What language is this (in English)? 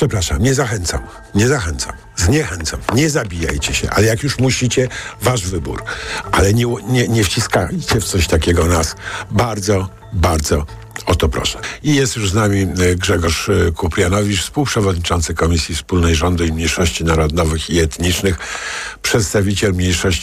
Polish